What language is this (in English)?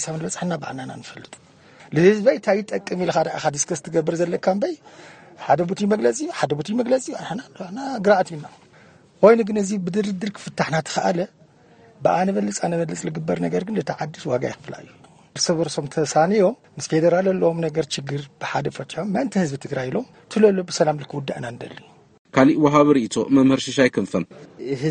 Tigrinya